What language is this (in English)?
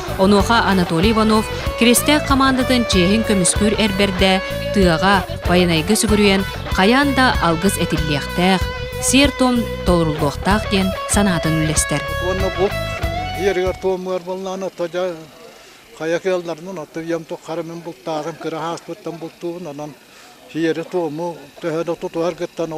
Yakut